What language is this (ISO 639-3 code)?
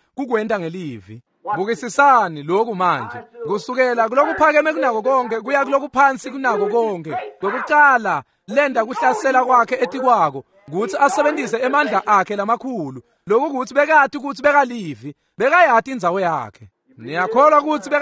ssw